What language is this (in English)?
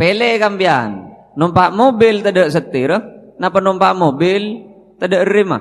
Madurese